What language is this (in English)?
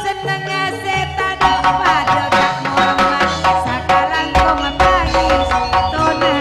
Madurese